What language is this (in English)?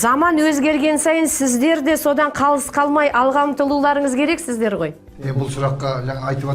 Kazakh